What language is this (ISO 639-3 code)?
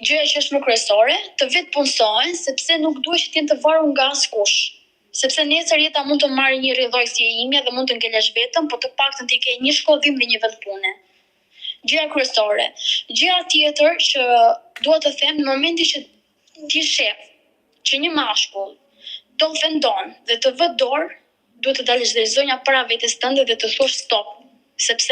sqi